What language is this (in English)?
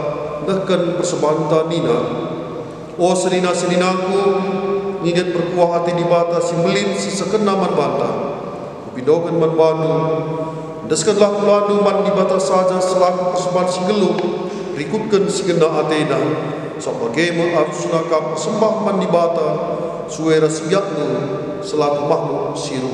Batak Karo